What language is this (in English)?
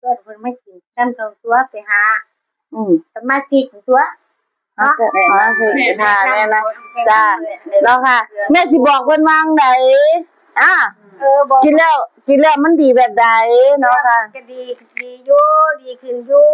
Northeastern Thai